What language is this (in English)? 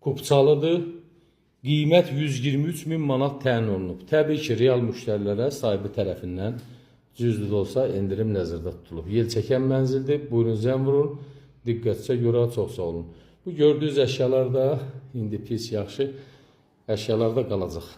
Azerbaijani